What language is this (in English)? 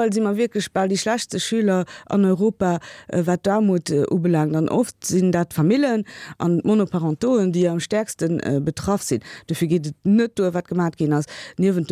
Luxembourgish